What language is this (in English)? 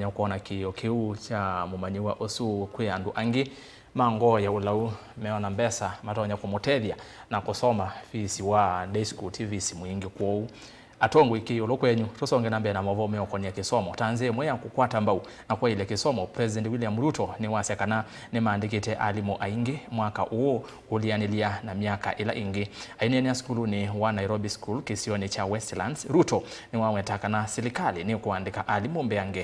Kamba